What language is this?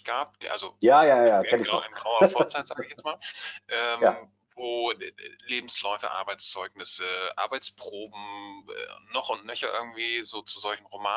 German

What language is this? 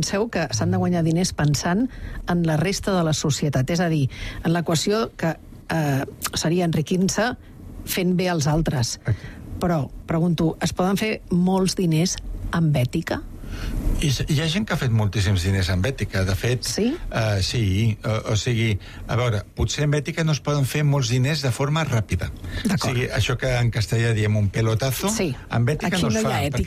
Catalan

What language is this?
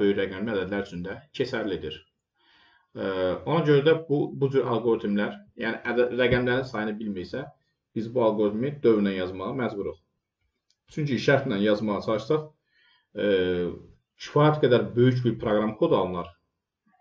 Azerbaijani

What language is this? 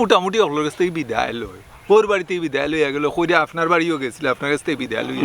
Sylheti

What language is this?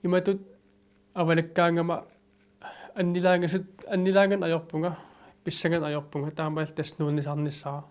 Kalaallisut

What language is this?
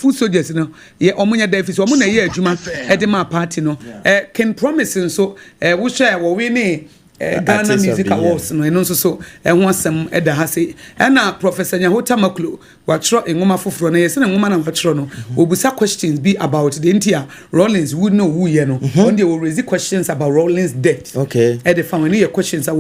Akan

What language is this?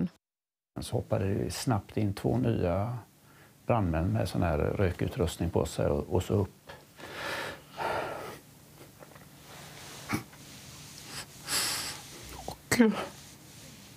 Swedish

